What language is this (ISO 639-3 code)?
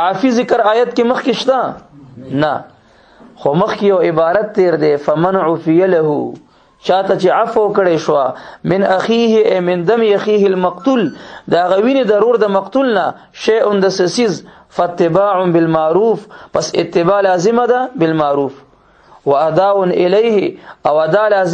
pus